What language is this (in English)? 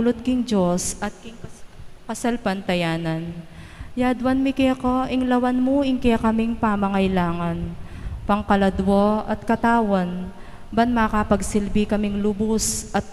Pampanga